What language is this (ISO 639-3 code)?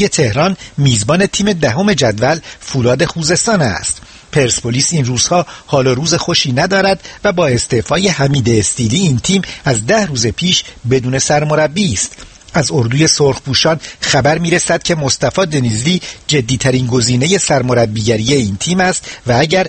fas